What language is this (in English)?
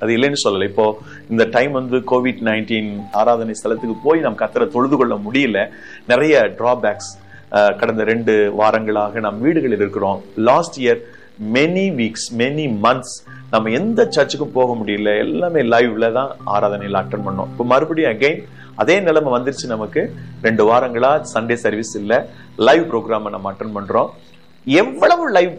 Tamil